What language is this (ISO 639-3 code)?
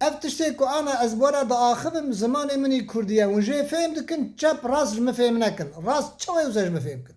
kur